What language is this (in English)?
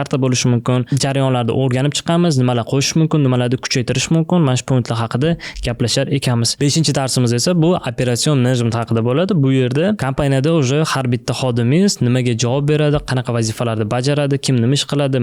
Uzbek